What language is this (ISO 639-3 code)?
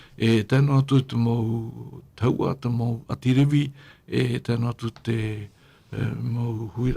tah